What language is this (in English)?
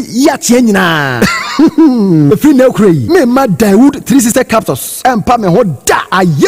Akan